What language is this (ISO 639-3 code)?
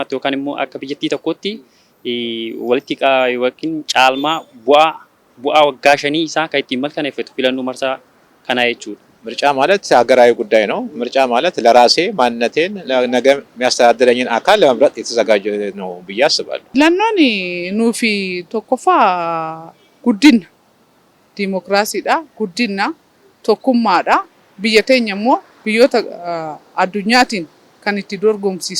orm